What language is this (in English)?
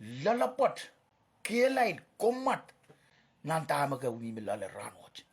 Pohnpeian